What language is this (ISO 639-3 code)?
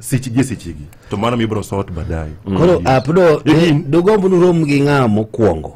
luo